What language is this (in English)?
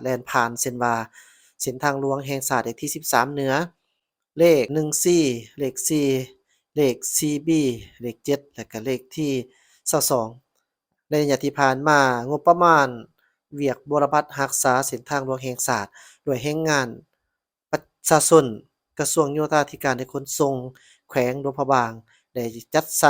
Lao